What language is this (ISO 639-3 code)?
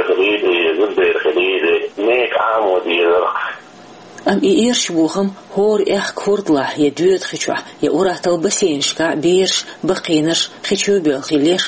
che